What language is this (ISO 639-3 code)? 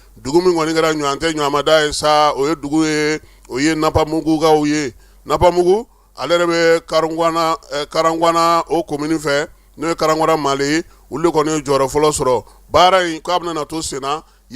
bam